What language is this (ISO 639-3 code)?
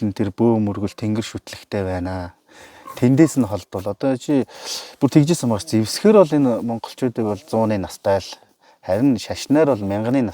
mon